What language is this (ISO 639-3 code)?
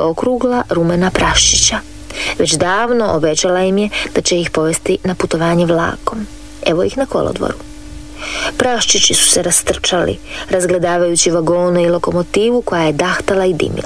hrv